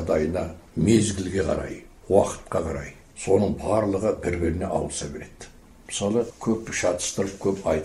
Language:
Kazakh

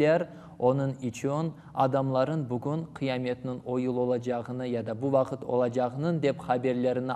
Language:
Crimean Tatar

